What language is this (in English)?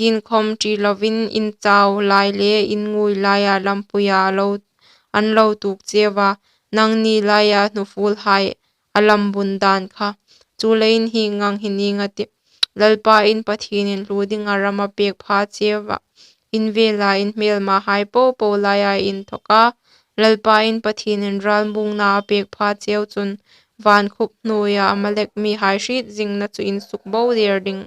Hmar